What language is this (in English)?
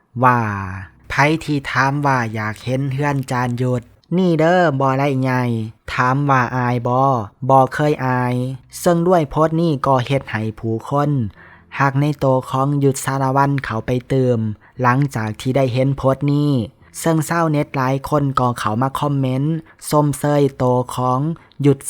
Lao